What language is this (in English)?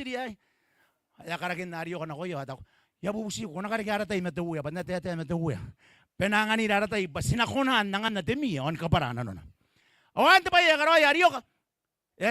Gilbertese